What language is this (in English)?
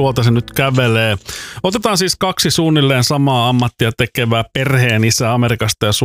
Finnish